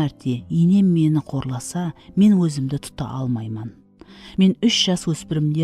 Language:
Kara-Kalpak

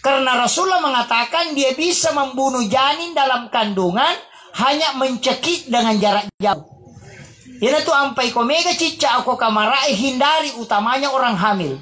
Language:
Buginese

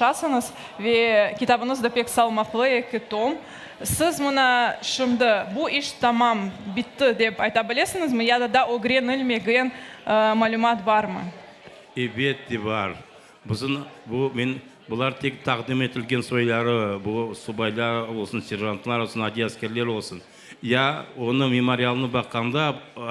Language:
Crimean Tatar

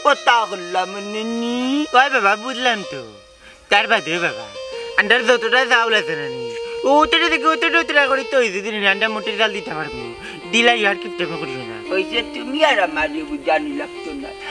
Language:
Sylheti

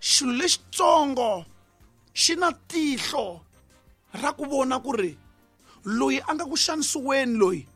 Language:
Tsonga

